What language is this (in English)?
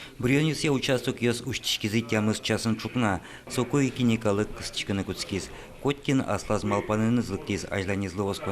Udmurt